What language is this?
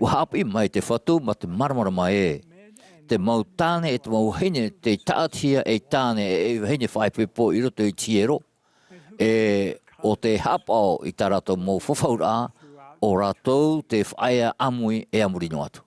Tahitian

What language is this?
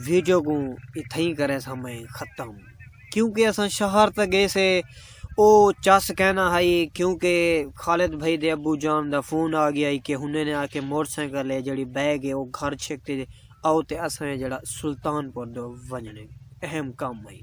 Saraiki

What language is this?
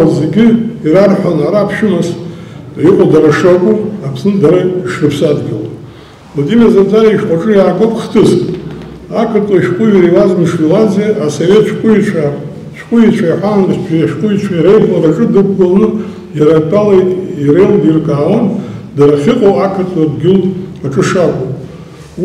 Abkhazian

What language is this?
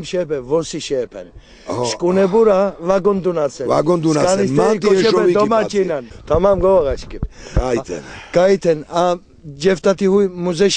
Laz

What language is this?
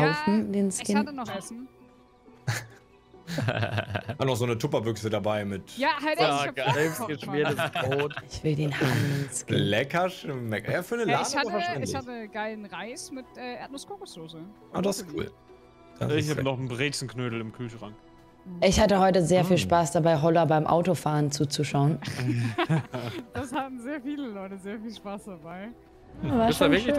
German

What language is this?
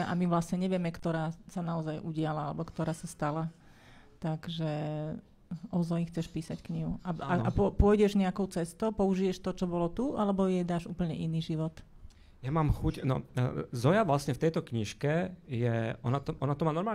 Slovak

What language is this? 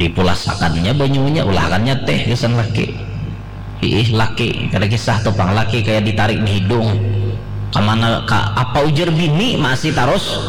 Banjar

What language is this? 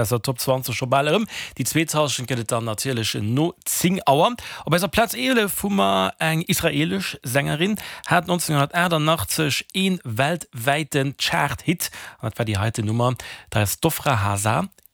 Luxembourgish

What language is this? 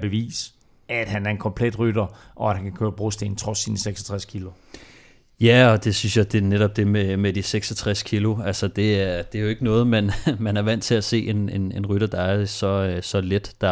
Danish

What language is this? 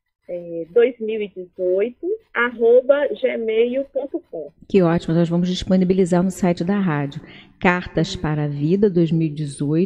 Portuguese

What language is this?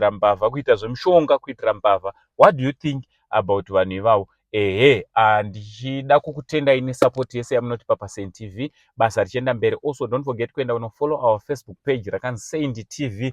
Shona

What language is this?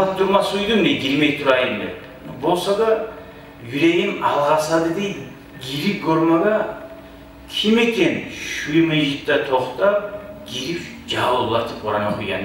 Kumyk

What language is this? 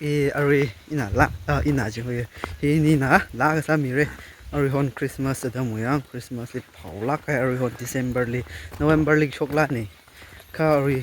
Tangkhul Naga (India)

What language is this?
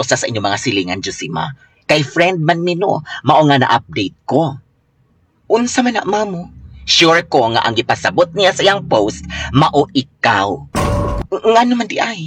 Cebuano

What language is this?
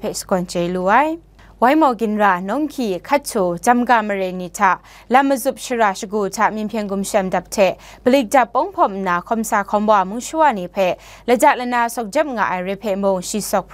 Kachin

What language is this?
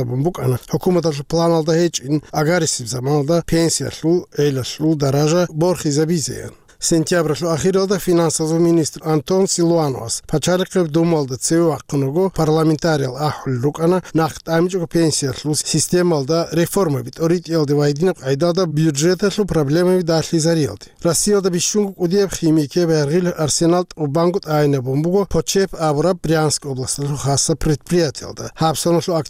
Avaric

